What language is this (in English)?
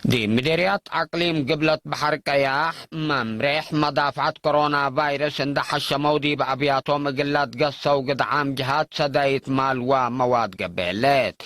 Tigre